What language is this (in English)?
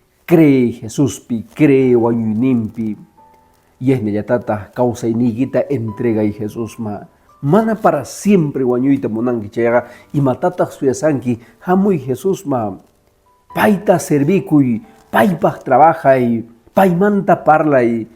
Quechua